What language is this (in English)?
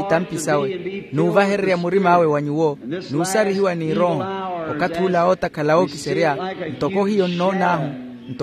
Makhuwa